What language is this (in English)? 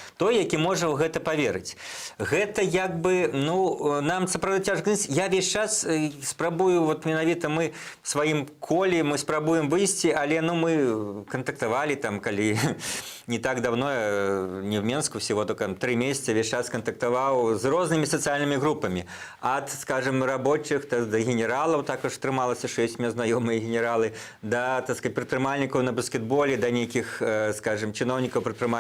Belarusian